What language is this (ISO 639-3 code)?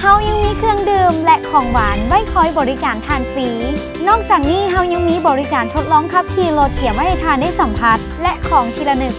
lao